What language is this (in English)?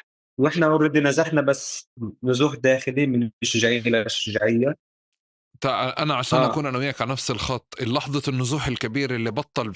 North Levantine Arabic